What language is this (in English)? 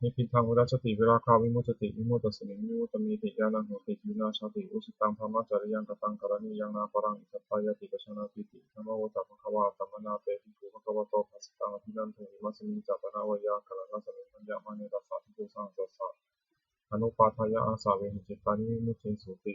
Pali